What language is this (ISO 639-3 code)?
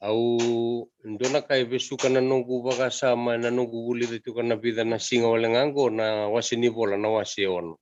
fij